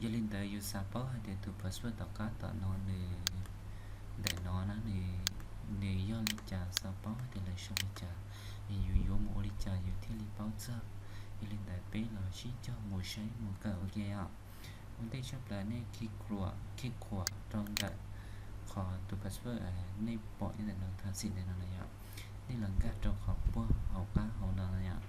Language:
Hmong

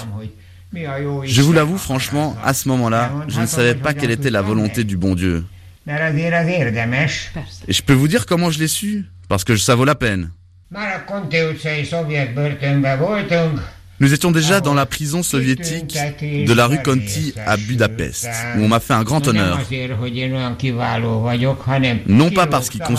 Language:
French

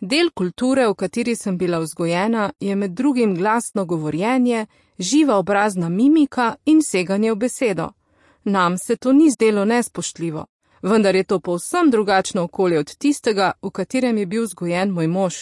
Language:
Slovenian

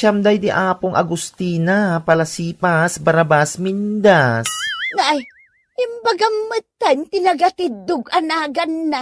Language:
Iloko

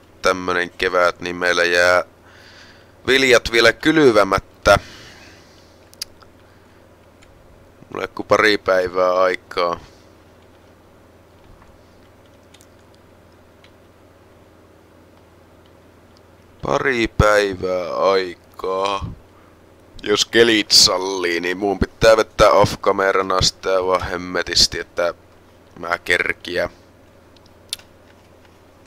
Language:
Finnish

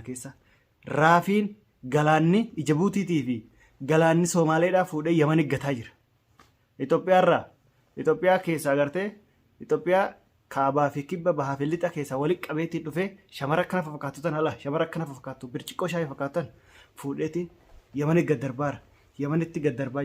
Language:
Oromo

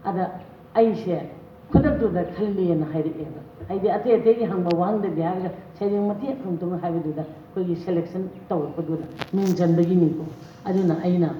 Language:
Manipuri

